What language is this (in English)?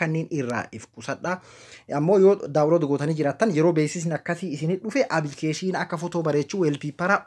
Oromo